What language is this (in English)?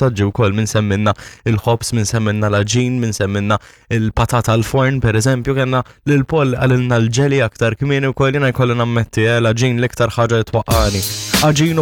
Maltese